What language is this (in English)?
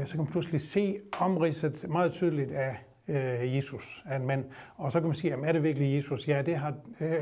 Danish